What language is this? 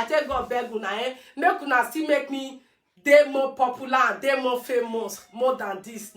Nigerian Pidgin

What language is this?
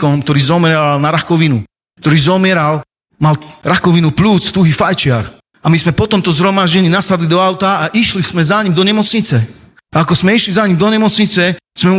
Slovak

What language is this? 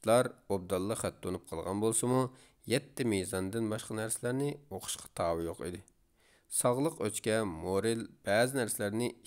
Uyghur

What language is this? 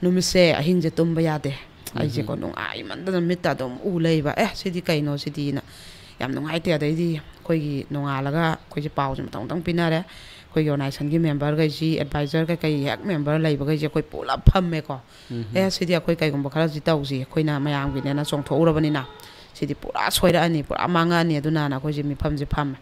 Manipuri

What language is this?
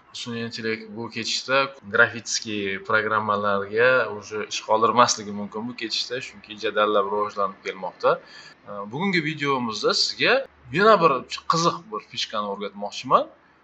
Uzbek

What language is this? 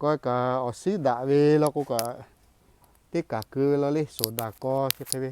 Lahu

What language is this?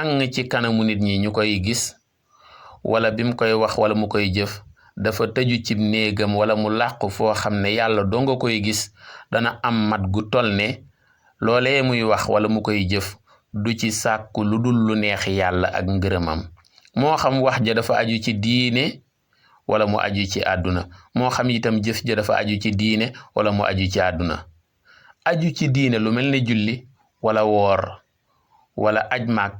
Wolof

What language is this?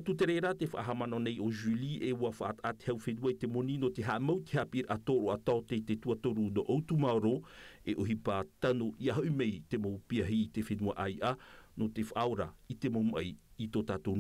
Tahitian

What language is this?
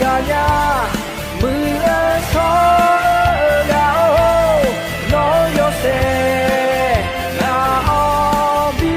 Akha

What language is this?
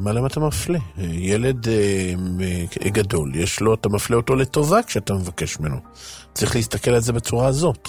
Hebrew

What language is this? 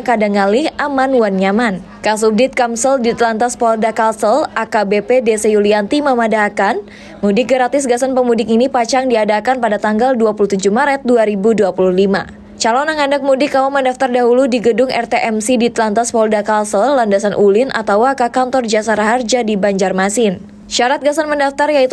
Banjar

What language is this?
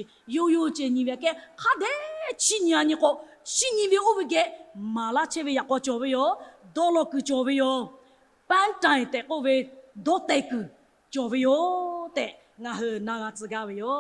Lahu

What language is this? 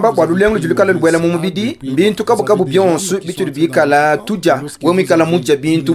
Luba-Lulua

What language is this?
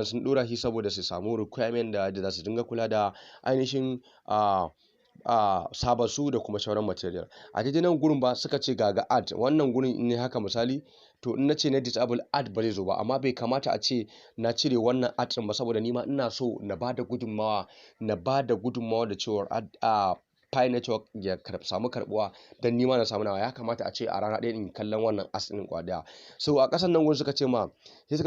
Hausa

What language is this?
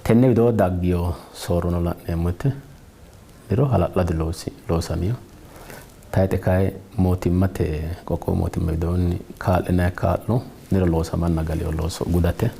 Sidamo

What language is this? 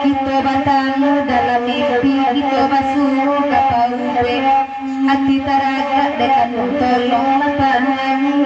Minangkabau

